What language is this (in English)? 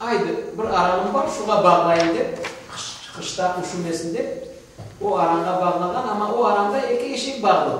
Crimean Tatar